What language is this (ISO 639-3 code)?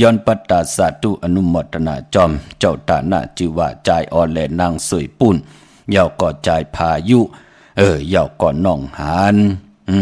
shn